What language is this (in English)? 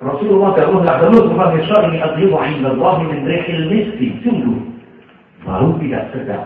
Javanese